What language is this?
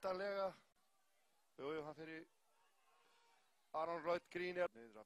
Icelandic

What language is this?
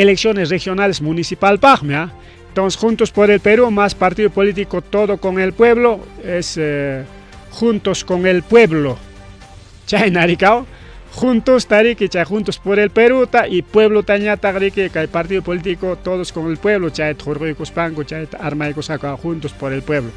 Ayacucho Quechua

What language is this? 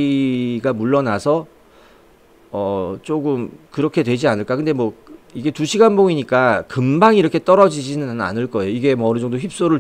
Korean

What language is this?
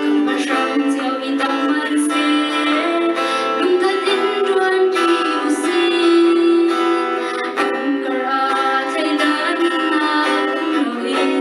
Hakha Chin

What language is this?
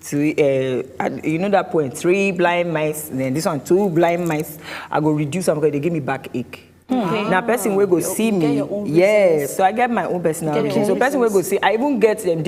Nigerian Pidgin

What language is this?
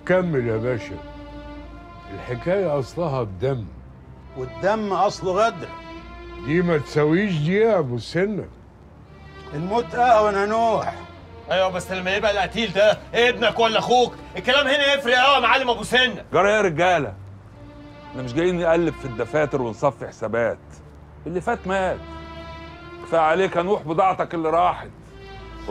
Egyptian Arabic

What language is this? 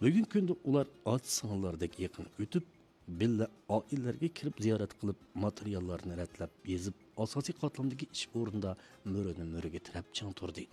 Uyghur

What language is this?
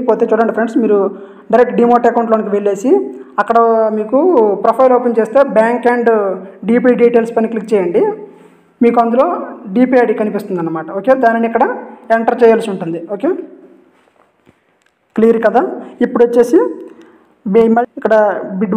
Telugu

